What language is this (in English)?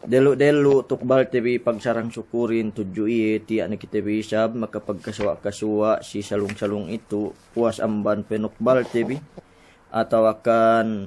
Yakan